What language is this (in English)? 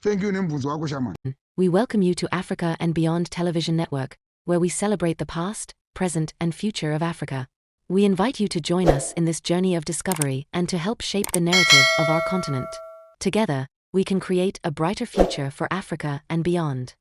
Shona